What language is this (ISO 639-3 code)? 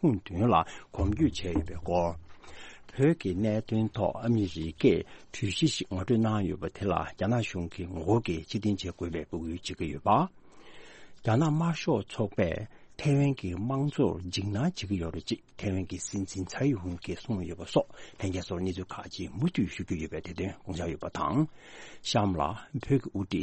bod